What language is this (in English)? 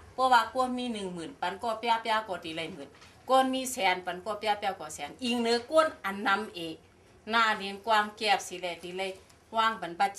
Shan